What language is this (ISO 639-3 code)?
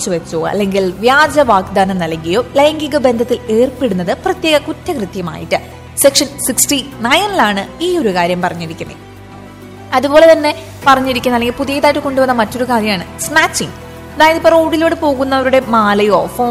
mal